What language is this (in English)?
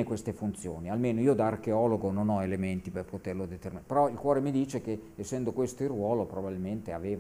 Italian